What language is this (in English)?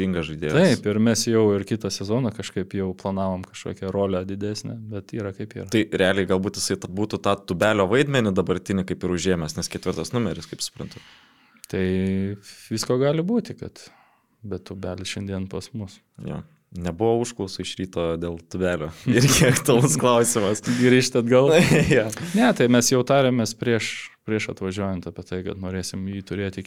Lithuanian